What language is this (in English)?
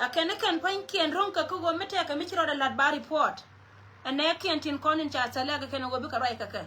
Nuer